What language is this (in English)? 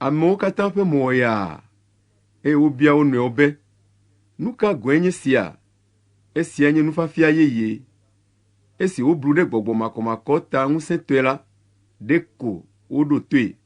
Ewe